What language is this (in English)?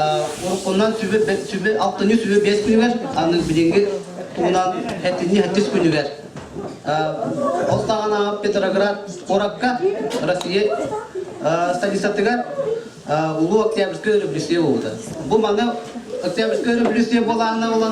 Yakut